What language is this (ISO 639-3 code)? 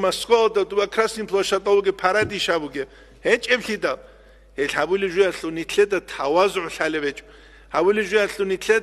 ava